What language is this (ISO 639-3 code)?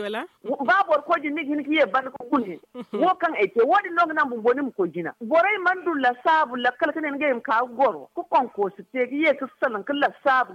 dje